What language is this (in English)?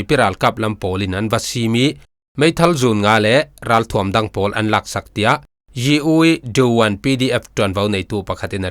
Falam Chin